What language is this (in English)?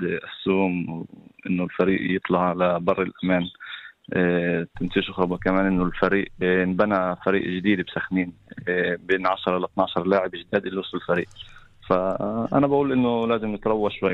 North Levantine Arabic